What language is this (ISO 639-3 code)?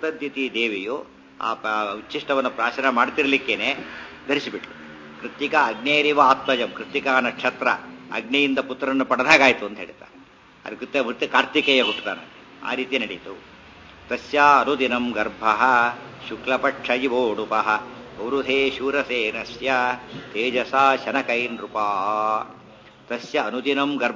kan